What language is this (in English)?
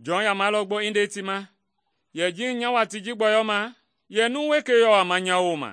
Mende